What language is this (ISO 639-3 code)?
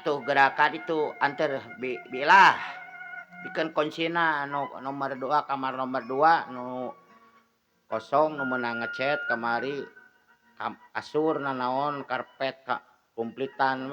sun